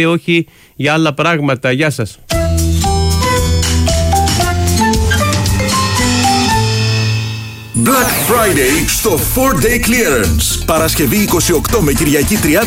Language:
Greek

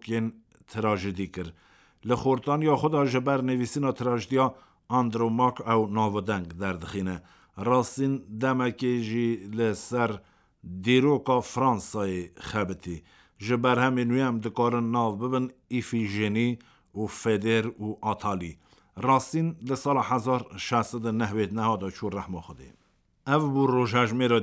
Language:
Kurdish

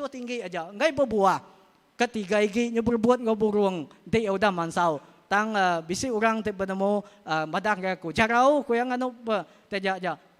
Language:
Iban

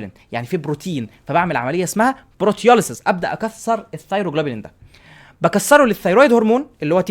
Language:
Egyptian Arabic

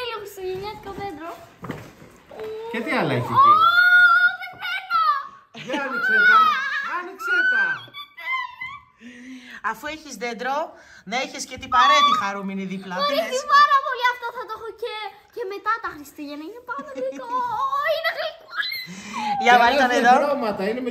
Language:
Greek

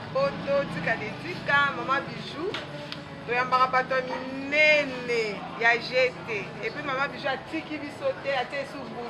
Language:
Lingala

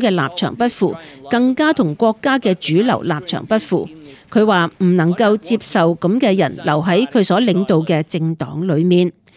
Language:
Cantonese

